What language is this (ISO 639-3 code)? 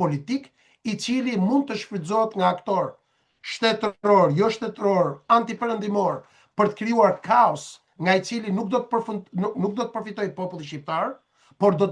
sqi